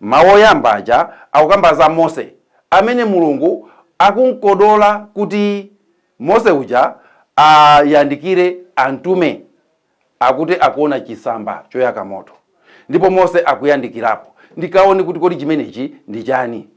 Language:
Nyanja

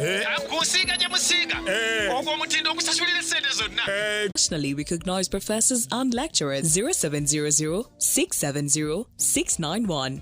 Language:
Nyankole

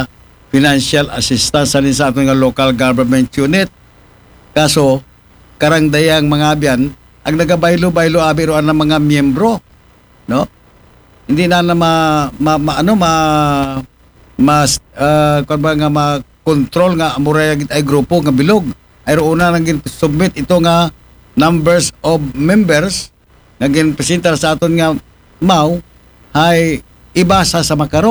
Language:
Aklanon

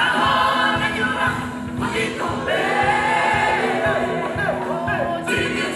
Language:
Kinyarwanda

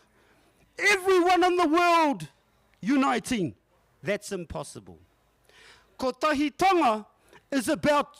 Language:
Māori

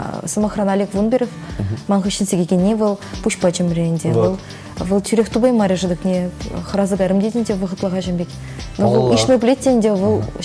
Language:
Chuvash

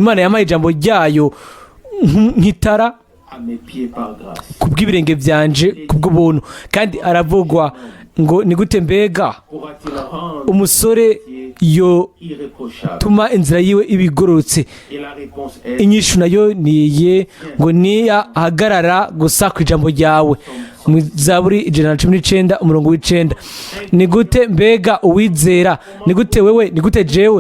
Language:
Rundi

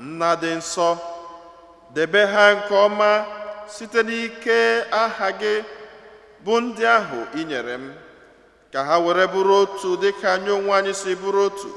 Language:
Igbo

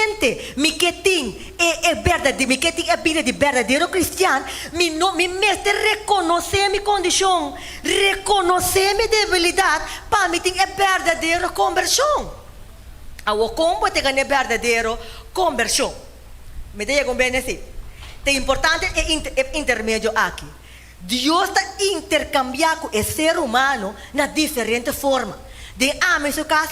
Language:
Papiamento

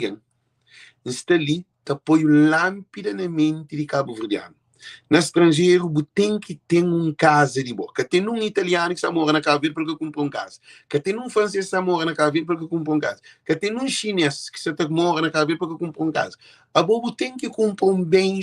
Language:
Kabuverdianu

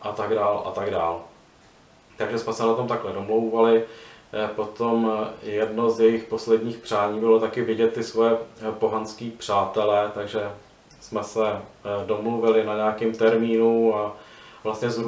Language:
Czech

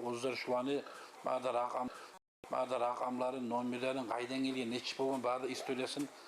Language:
Kumyk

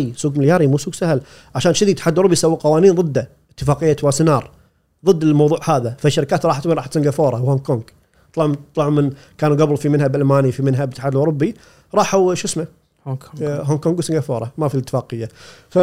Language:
Gulf Arabic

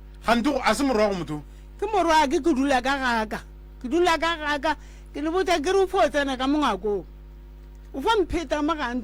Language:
Northern Sotho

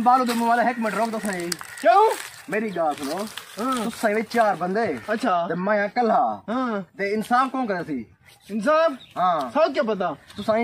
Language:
Saraiki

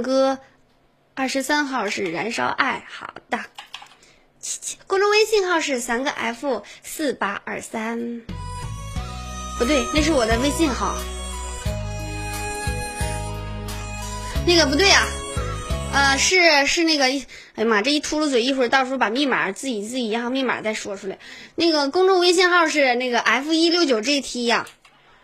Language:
Chinese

